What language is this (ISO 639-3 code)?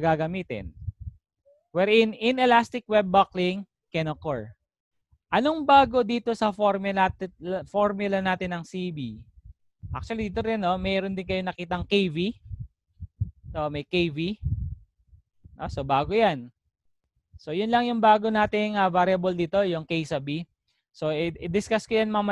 fil